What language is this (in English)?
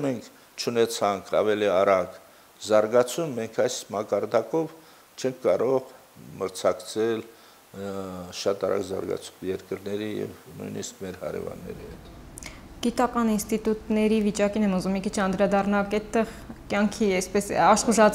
Armenian